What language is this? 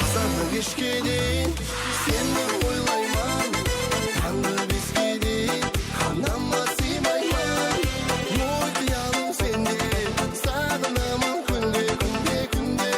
Kara-Kalpak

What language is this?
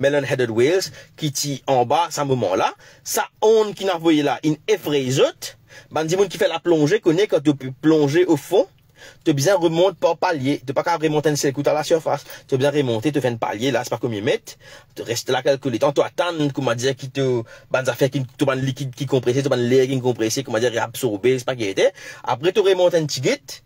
Morisyen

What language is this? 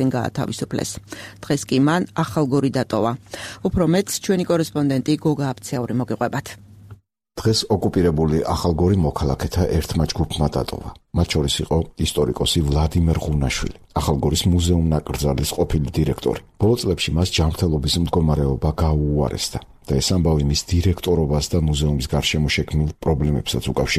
Georgian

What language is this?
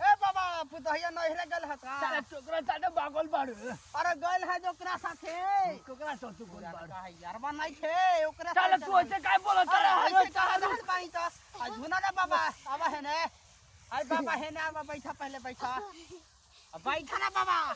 Magahi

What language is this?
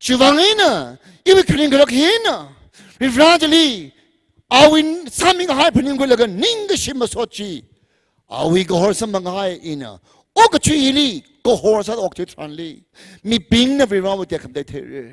Tangkhul Naga (India)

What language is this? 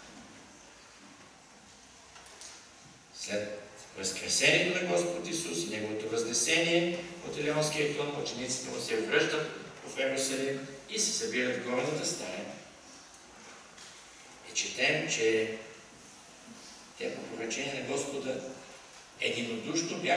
Bulgarian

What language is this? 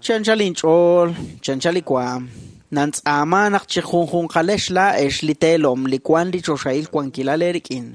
Kekchí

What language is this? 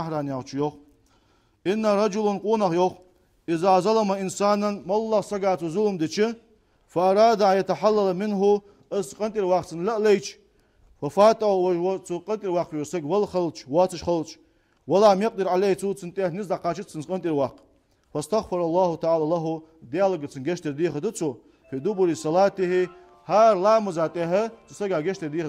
Ingush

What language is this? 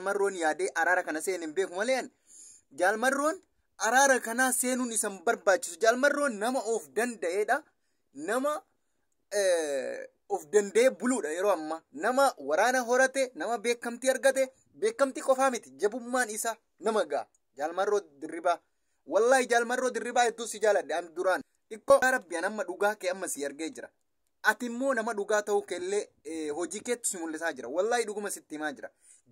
Oromo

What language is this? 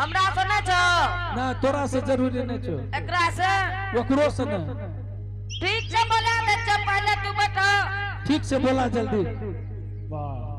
Angika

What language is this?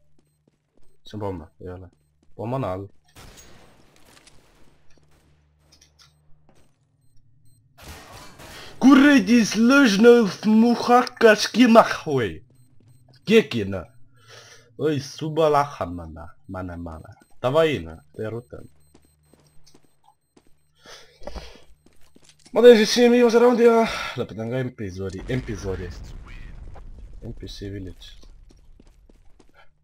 Estonian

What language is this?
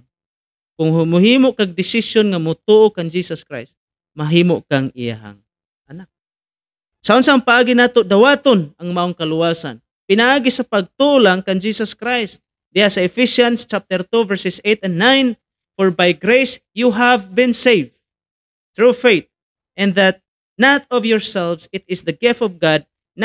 Cebuano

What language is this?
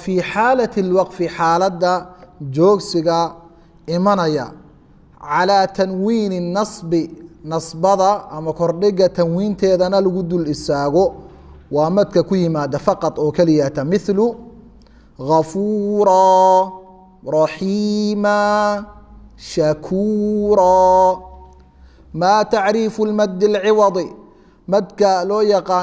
Somali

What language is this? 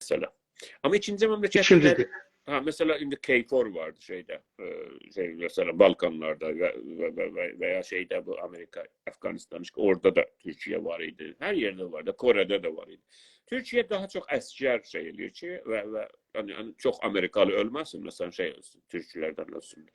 South Azerbaijani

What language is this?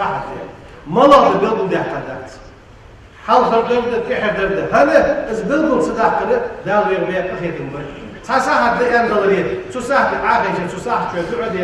Ingush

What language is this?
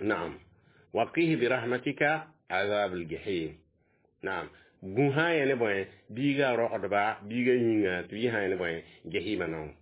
Mossi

